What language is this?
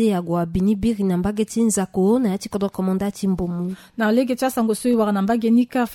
Sango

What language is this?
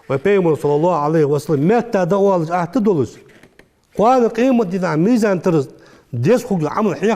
Ingush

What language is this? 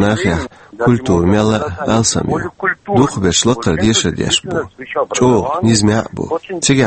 Chechen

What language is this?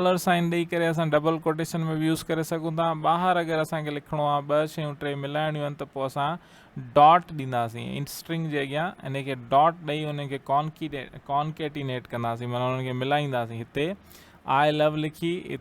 Sindhi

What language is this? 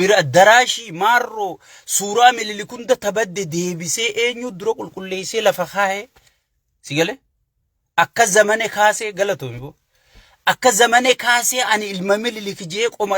Oromo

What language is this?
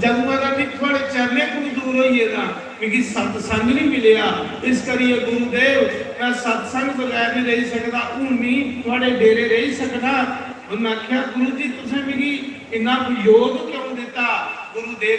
Dogri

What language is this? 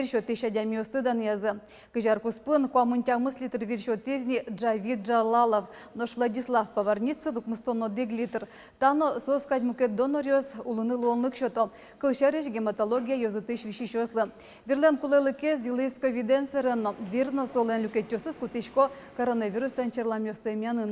Udmurt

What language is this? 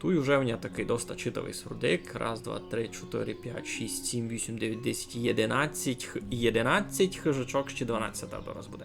Rusyn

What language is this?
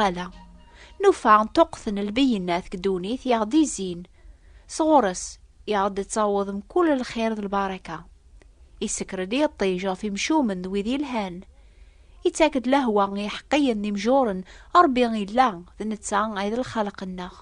Kabyle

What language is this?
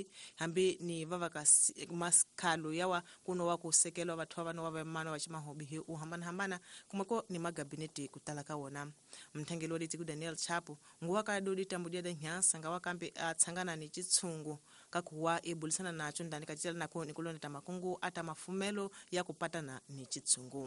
Tsonga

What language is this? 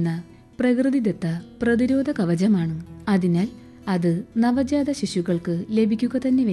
Malayalam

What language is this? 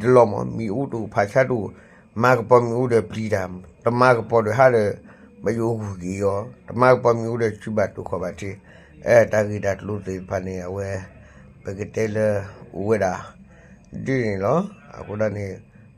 S'gaw Karen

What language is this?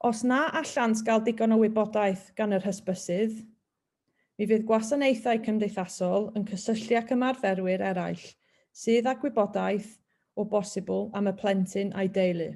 Welsh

